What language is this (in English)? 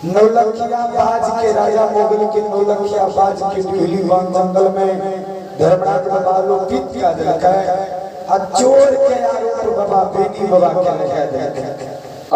Maithili